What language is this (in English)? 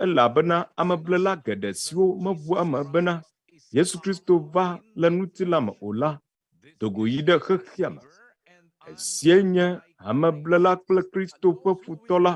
Ewe